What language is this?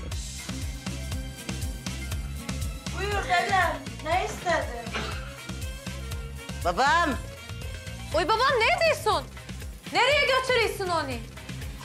Turkish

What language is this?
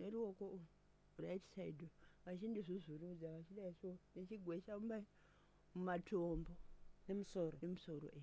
Shona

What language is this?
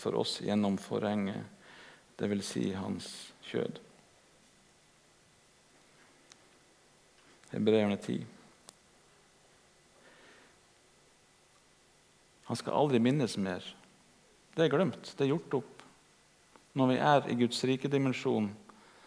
Norwegian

